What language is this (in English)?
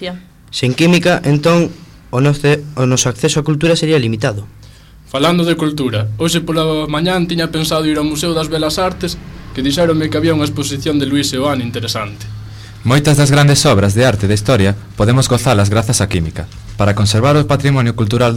Galician